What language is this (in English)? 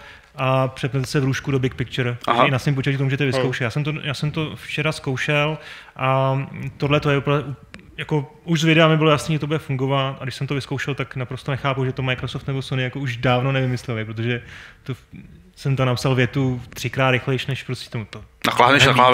Czech